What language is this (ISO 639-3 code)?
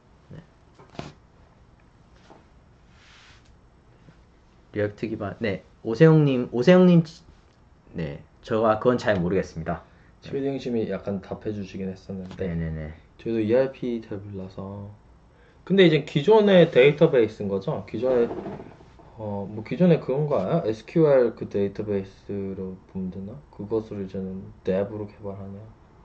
kor